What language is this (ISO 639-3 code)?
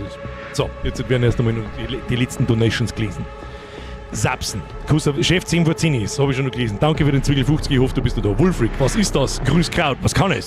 bar